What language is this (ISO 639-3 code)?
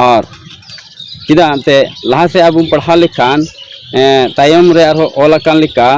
sat